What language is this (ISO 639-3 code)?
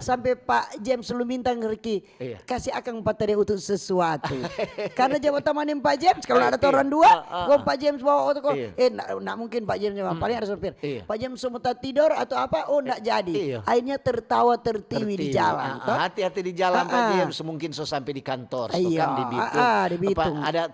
xmm